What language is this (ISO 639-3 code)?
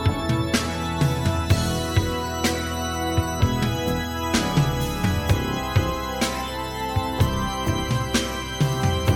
est